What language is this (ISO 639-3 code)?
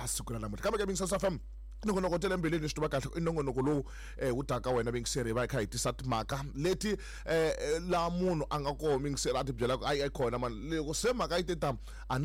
tso